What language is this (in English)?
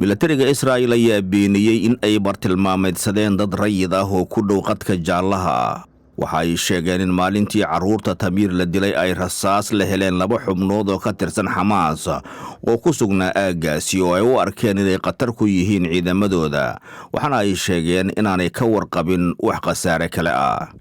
Somali